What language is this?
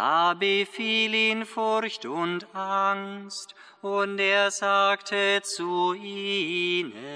German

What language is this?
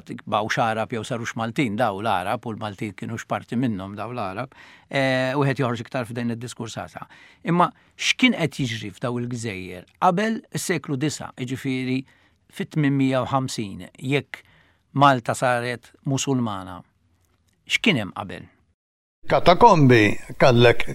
Maltese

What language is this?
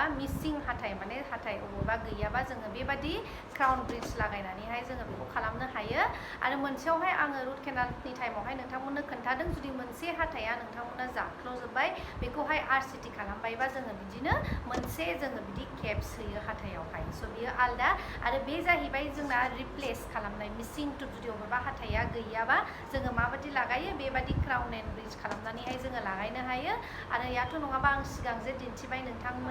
Bodo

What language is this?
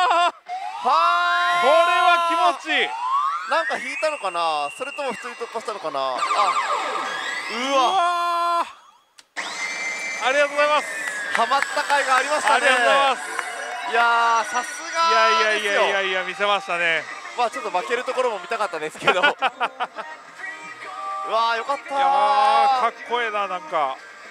Japanese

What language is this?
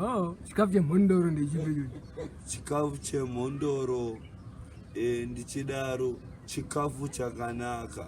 Shona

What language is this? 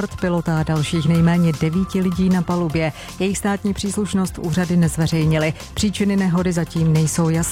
Czech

